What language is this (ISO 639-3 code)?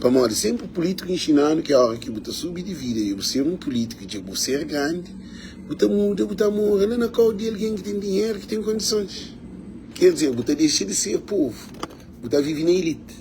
kea